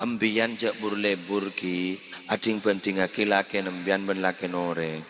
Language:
Madurese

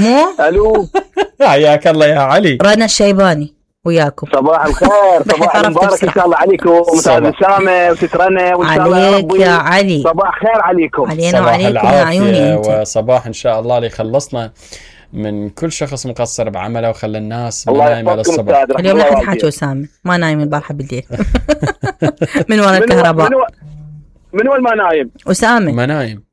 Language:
Mesopotamian Arabic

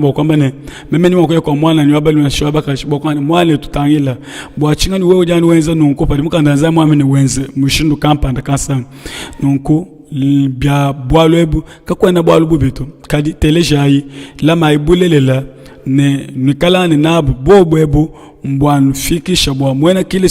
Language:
Luba-Lulua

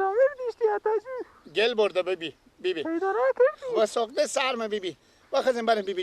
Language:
Persian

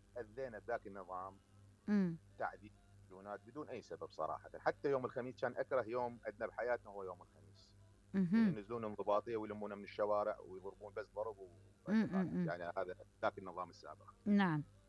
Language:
Mesopotamian Arabic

